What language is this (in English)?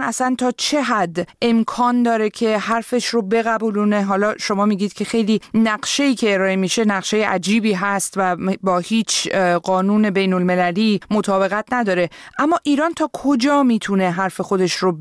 Persian